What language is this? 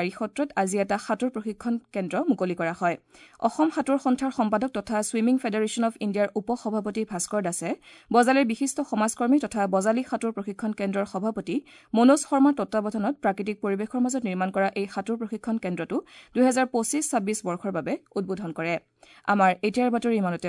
Assamese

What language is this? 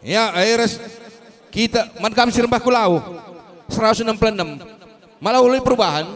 Batak Karo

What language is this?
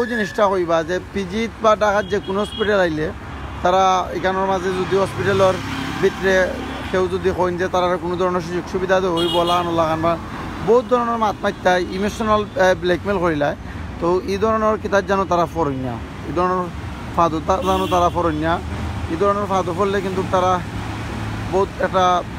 Sylheti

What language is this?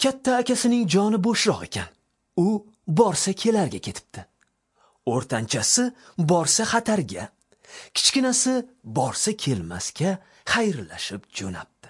Uzbek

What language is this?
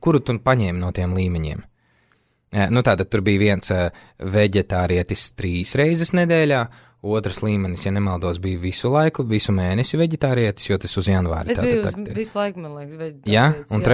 Latvian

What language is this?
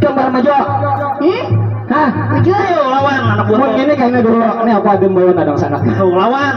Banjar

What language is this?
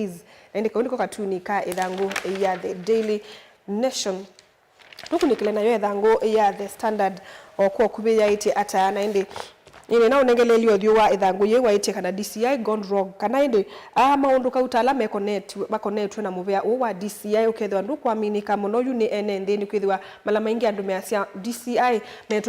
Kamba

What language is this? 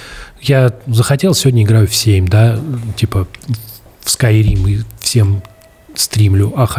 Russian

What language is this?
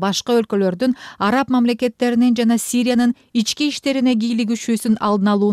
Kyrgyz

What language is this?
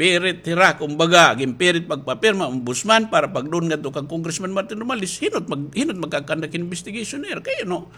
Waray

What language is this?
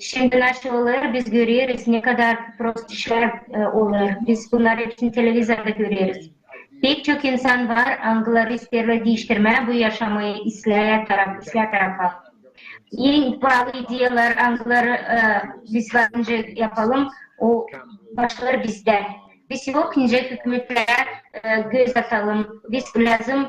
Gagauz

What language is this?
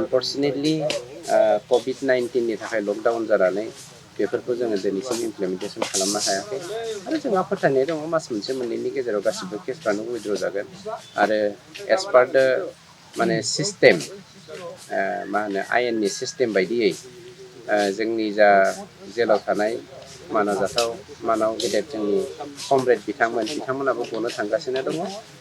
Bodo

